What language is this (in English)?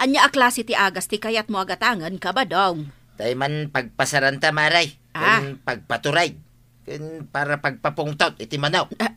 Iloko